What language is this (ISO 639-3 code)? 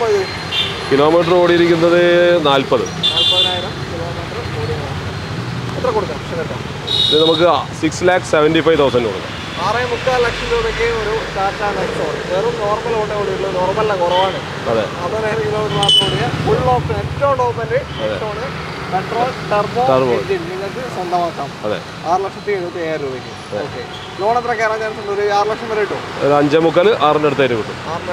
mal